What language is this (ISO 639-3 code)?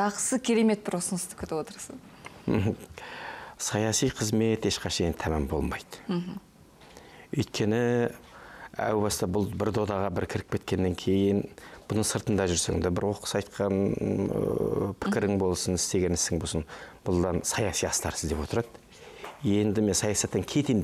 kaz